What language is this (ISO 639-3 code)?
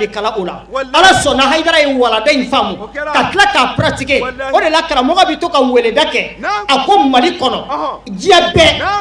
bam